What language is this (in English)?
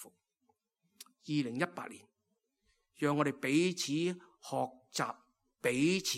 Cantonese